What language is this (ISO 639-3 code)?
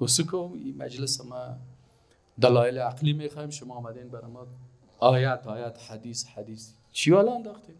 fas